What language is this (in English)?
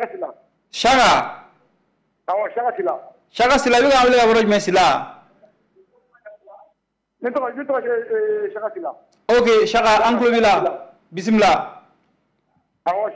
French